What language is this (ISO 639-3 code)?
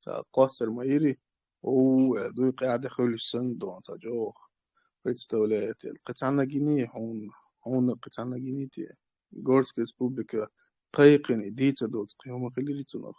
che